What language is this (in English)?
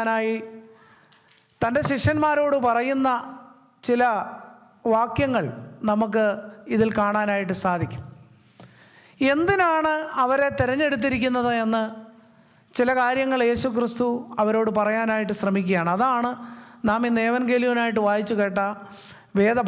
Malayalam